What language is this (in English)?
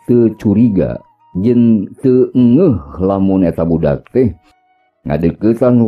Sundanese